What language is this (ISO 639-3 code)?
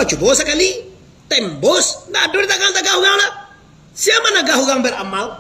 min